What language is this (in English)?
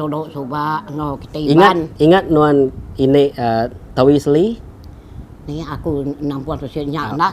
Iban